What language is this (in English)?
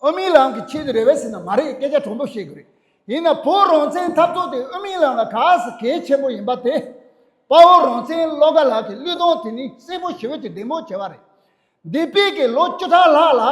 Tibetan